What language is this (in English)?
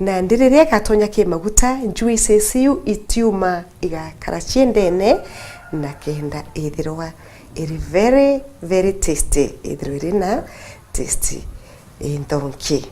Meru